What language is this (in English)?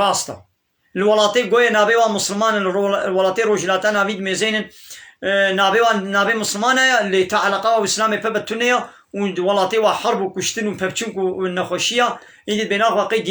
Kurdish